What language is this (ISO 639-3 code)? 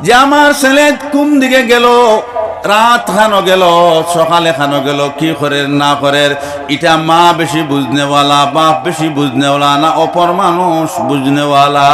syl